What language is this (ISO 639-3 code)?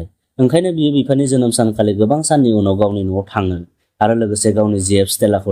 brx